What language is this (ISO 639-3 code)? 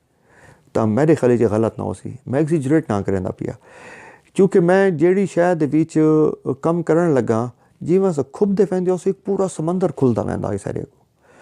skr